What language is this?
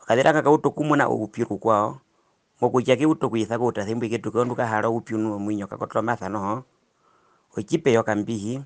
Herero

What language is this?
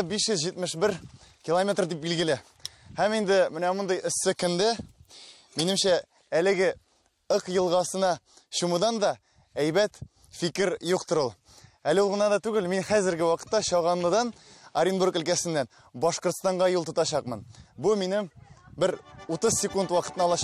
Tatar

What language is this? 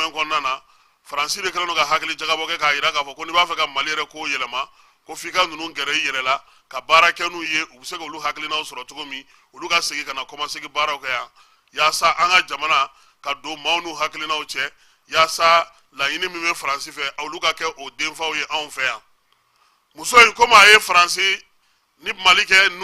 Bambara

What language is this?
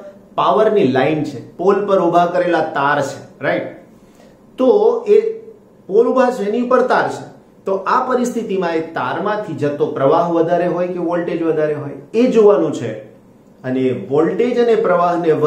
Gujarati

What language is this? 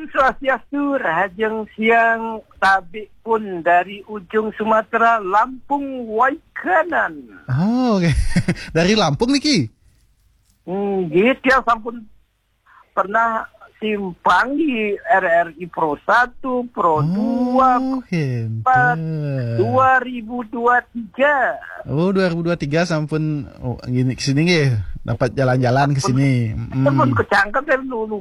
Balinese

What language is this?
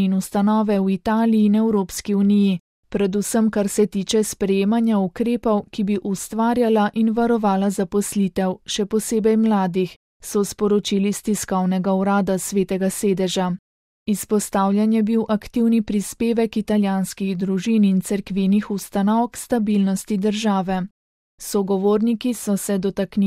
Slovenian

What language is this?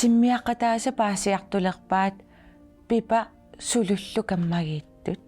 Kalaallisut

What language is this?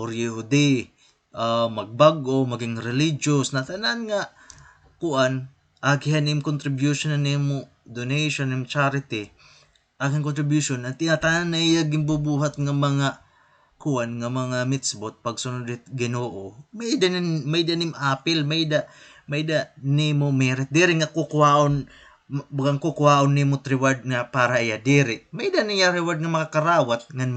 Waray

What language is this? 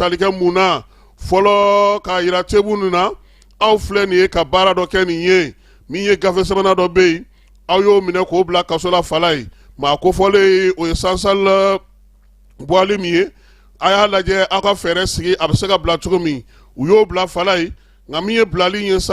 Bambara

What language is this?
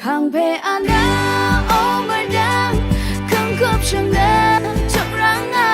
Rawang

